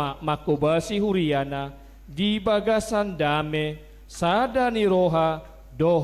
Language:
Batak Toba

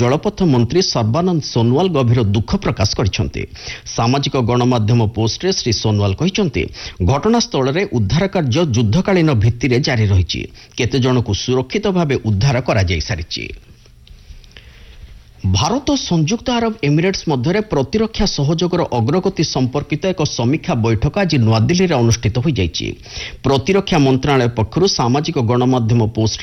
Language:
Odia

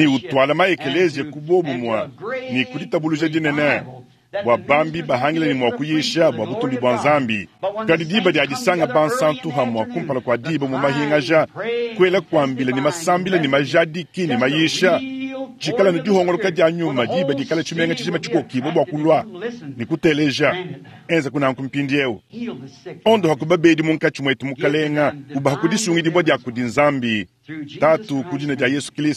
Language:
Luba-Lulua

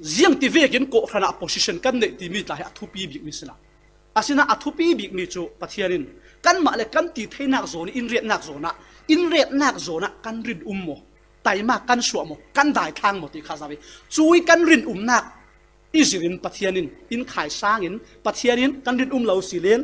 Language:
Falam Chin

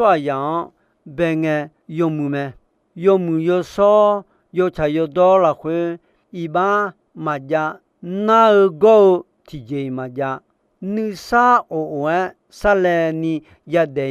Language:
Akha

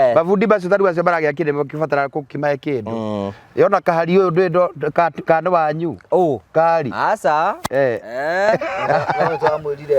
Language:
Kikuyu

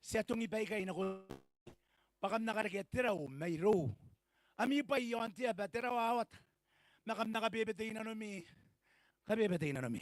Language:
Gilbertese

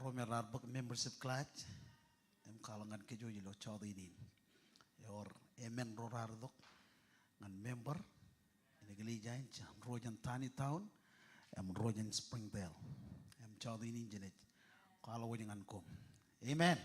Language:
Marshallese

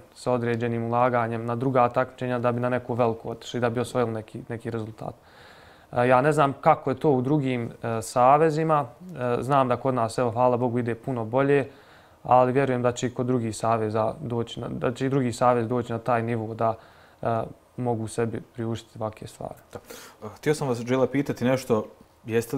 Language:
Bosnian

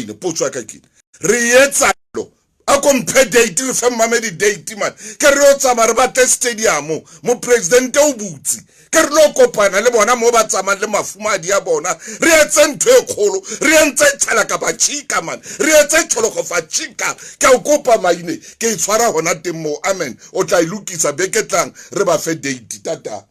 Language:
Southern Sotho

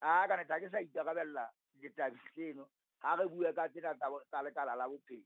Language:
Southern Sotho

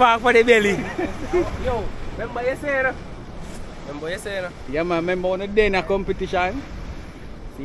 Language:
Jamaican Creole English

